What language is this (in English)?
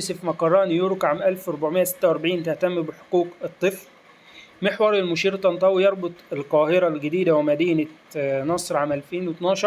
Egyptian Arabic